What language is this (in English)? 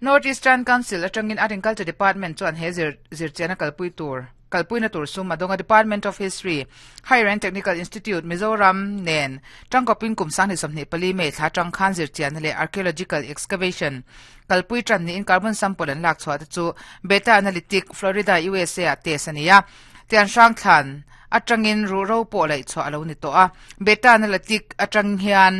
Mizo